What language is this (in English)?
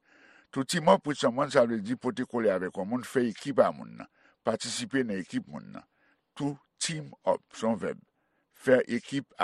Haitian Creole